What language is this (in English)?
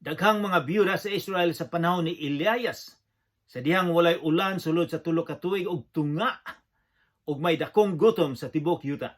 Cebuano